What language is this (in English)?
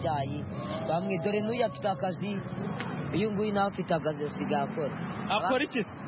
Kinyarwanda